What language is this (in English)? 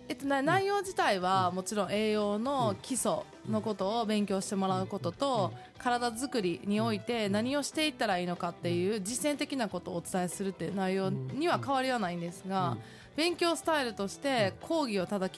Japanese